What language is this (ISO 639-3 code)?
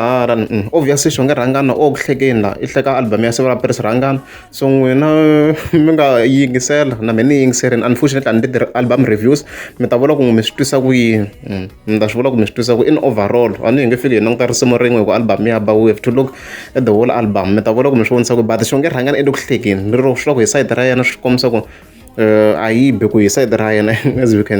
tso